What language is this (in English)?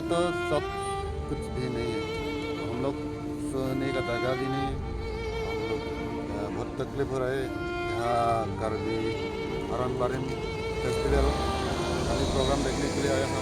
Karbi